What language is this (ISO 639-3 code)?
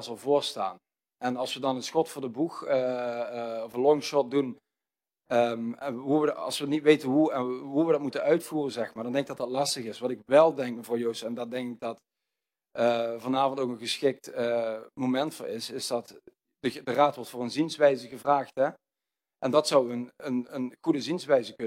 nld